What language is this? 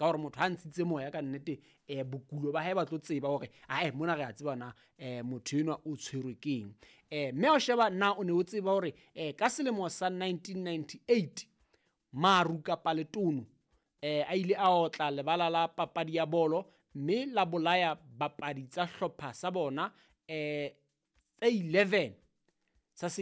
Southern Sotho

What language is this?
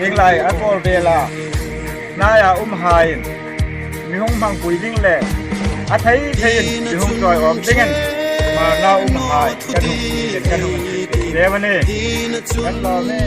Hmar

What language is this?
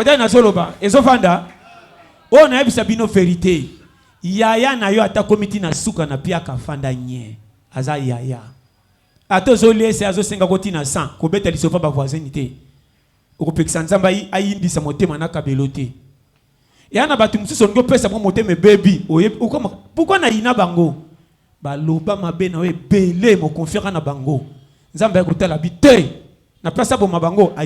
Lingala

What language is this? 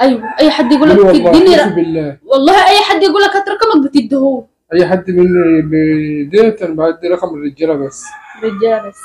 Egyptian Arabic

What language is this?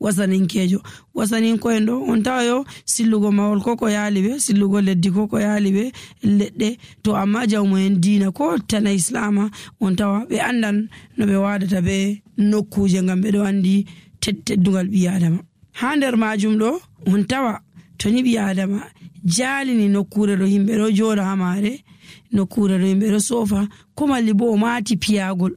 Nigerian Fulfulde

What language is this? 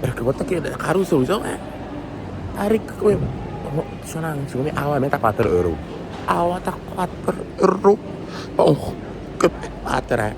Papiamento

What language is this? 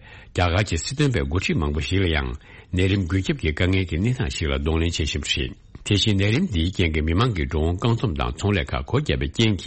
Tibetan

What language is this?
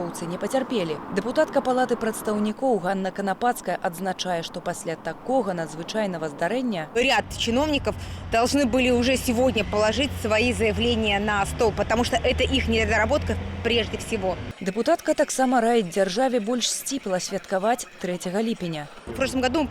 Belarusian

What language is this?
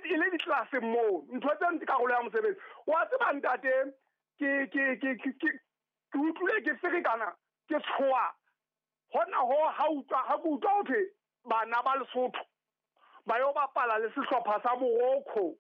Southern Sotho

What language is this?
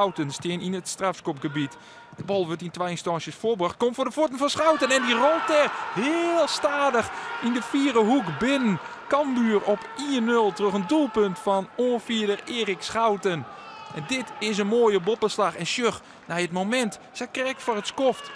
Western Frisian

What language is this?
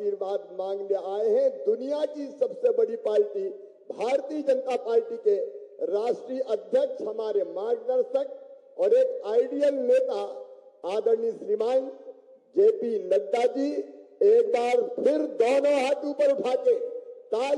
Hindi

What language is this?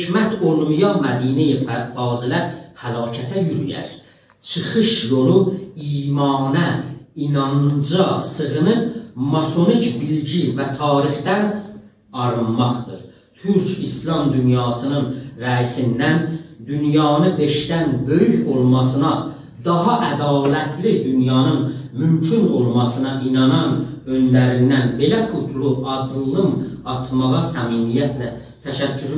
South Azerbaijani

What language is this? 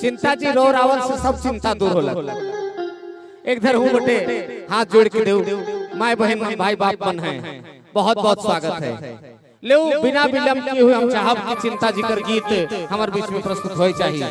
Sadri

